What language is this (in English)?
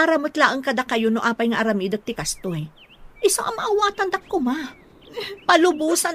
Iloko